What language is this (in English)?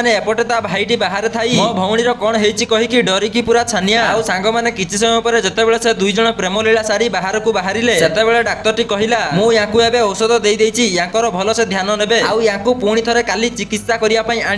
Odia